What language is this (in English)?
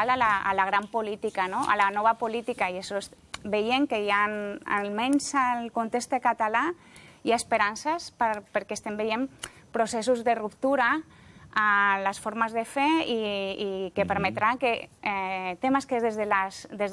Catalan